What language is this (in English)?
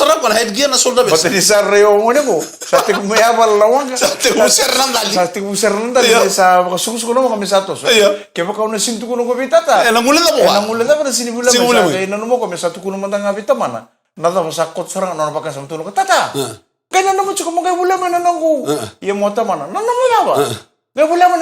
Fijian